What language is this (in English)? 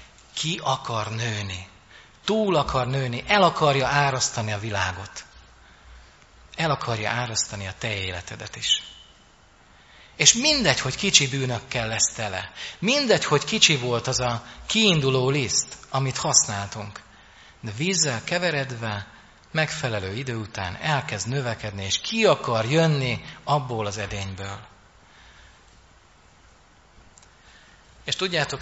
Hungarian